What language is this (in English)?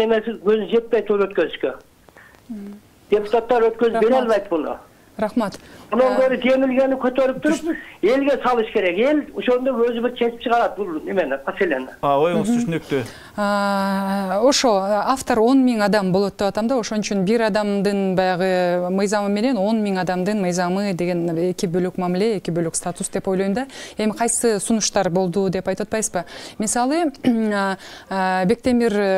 Kyrgyz